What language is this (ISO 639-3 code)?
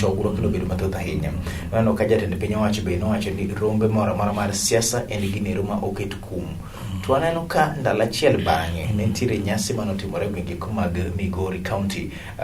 luo